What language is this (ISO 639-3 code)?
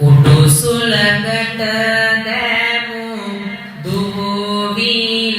sin